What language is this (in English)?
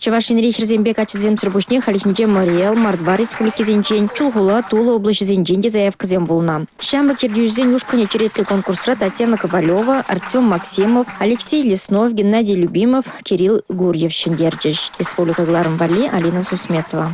Chuvash